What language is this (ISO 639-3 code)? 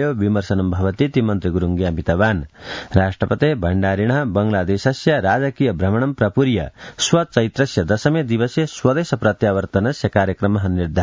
san